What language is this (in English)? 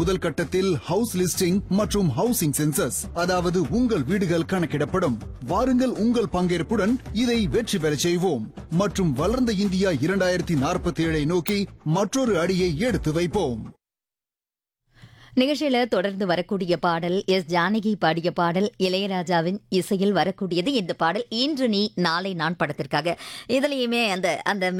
Tamil